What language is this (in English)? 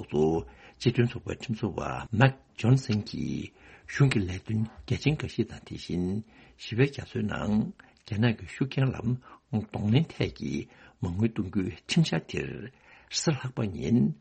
Tibetan